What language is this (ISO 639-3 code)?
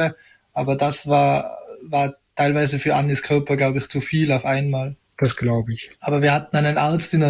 deu